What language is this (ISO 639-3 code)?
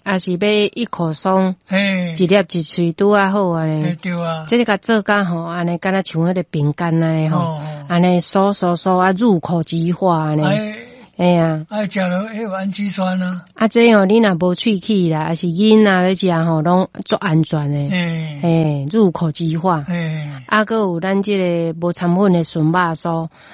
nan